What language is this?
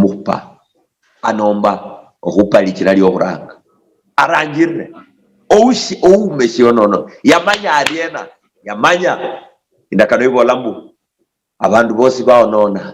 Luyia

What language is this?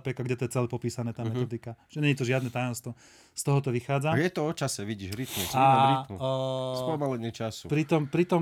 Slovak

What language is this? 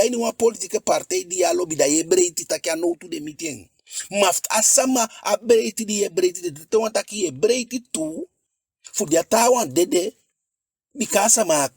Eastern Maroon Creole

